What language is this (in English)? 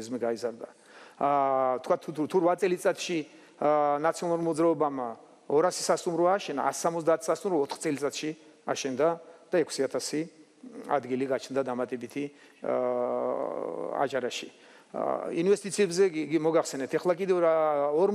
Georgian